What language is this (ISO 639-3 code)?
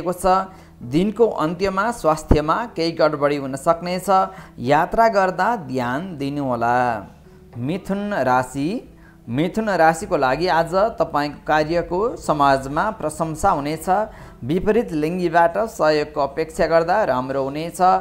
nep